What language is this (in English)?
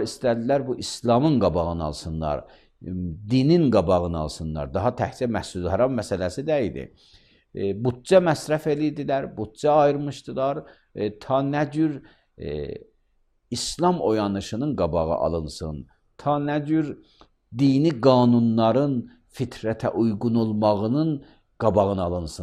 Azerbaijani